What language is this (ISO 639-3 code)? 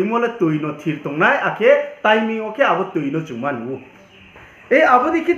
ria